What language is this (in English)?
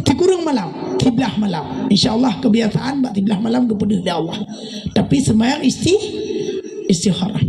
Achinese